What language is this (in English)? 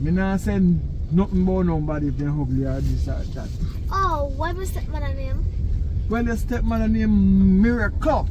Jamaican Creole English